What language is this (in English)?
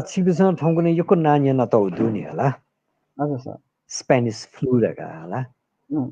Newari